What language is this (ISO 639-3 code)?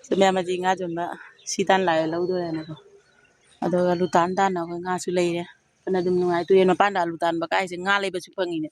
mni